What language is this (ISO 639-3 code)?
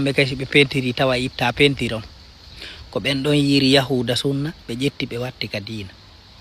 ful